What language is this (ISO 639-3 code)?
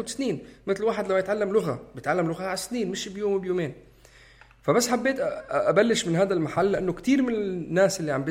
apc